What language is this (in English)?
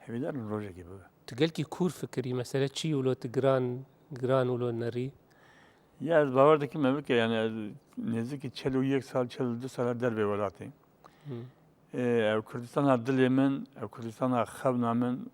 Kurdish